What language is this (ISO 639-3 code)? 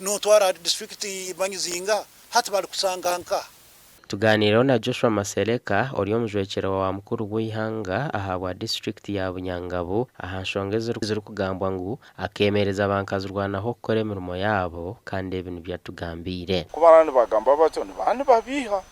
nyn